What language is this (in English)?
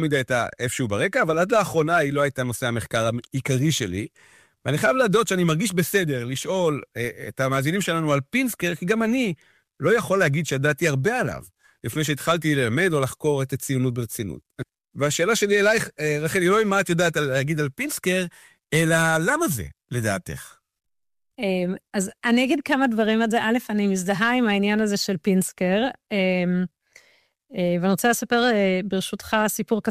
Hebrew